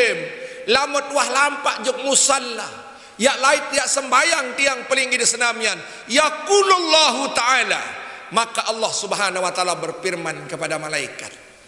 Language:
Sasak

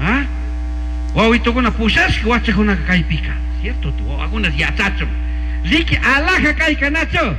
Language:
Chimborazo Highland Quichua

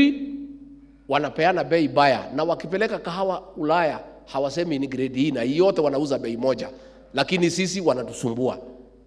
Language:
Swahili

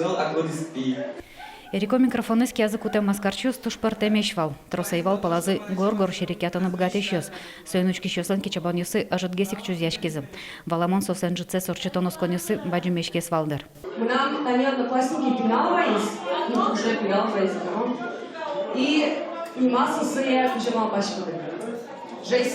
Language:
Udmurt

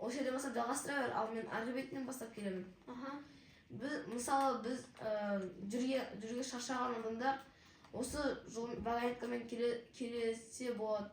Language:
Kazakh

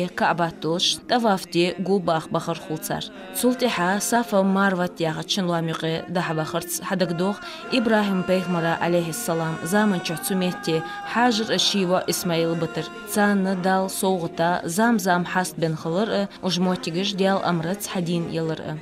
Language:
Ingush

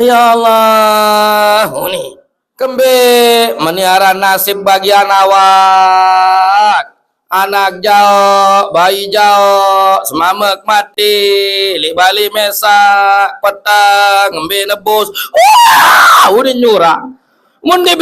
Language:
Sasak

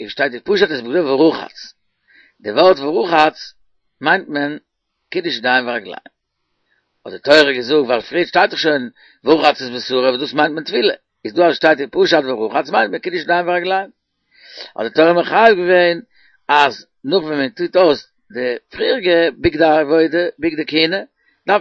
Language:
Yiddish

